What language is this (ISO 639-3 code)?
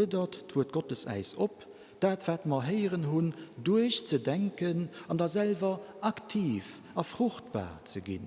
ltz